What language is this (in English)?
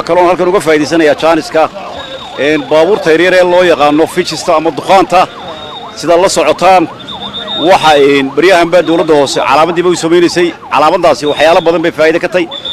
Somali